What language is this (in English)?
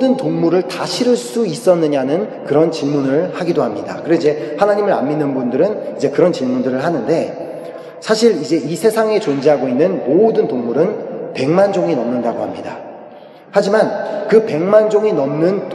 Korean